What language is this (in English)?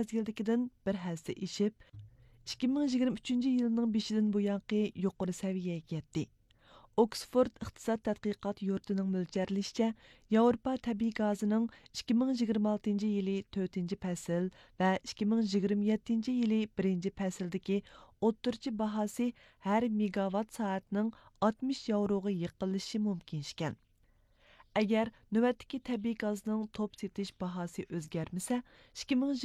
Uyghur